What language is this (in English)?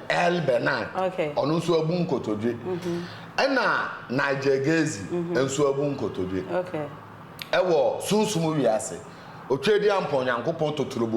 Akan